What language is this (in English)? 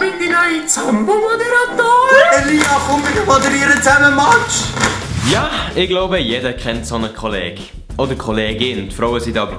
Swiss German